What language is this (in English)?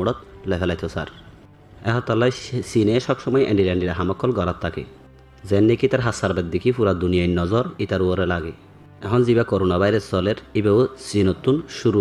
Rohingya